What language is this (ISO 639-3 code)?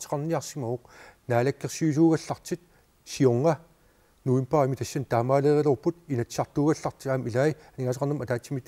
kal